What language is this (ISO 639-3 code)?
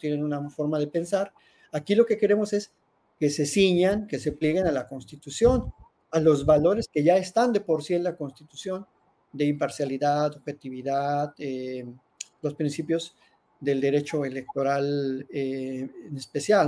spa